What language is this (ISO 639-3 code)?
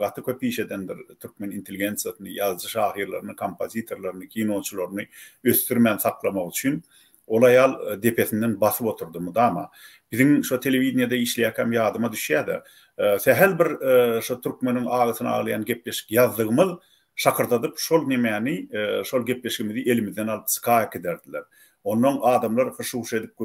tuk